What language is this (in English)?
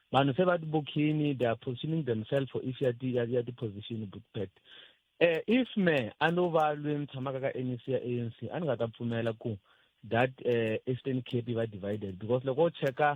Tsonga